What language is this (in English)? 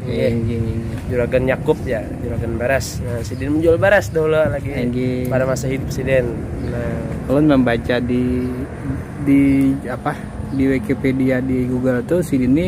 Banjar